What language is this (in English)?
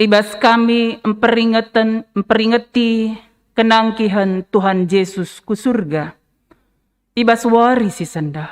Batak Karo